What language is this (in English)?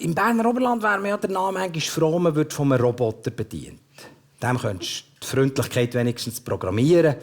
Swiss German